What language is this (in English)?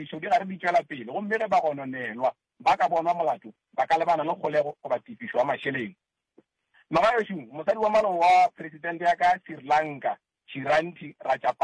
Northern Sotho